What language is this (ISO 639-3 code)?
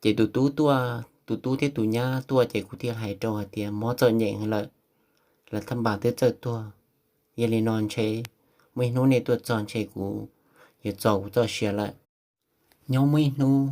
hmn